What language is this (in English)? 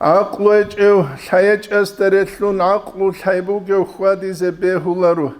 Avaric